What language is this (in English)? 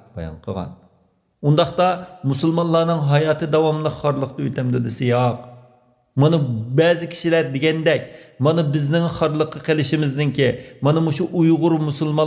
Uyghur